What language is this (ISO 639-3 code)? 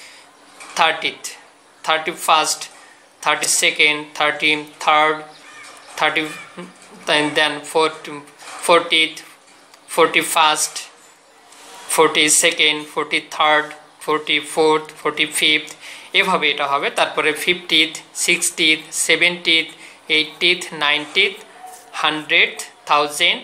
ben